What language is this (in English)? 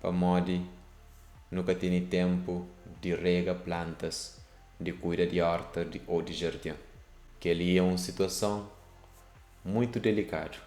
Kabuverdianu